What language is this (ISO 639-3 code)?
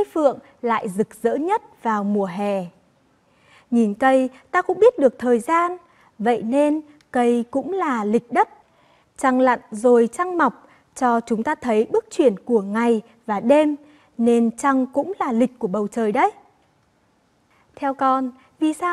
vie